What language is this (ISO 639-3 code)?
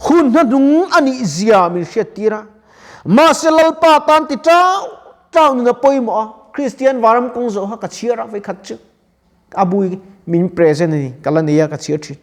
lus